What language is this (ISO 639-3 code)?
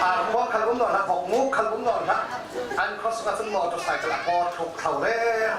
cfm